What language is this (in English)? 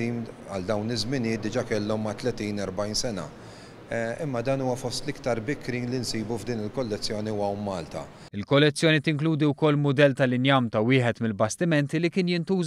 Maltese